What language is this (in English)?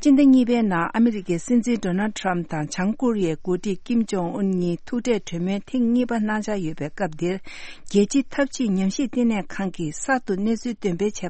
Tibetan